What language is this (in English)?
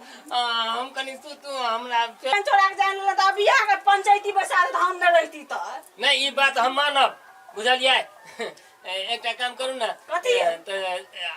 Maithili